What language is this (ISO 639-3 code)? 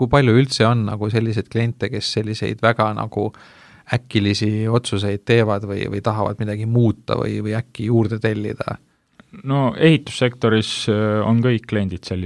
est